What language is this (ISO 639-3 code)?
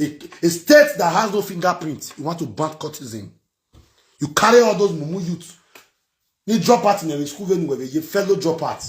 pcm